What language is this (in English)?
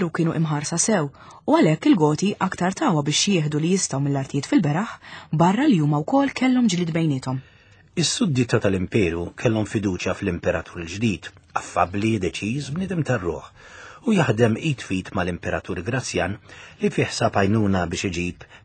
Maltese